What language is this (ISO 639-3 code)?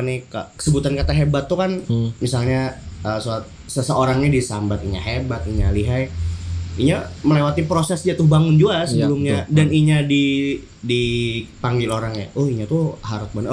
bjn